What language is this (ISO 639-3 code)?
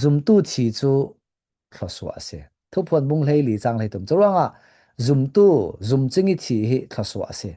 cfm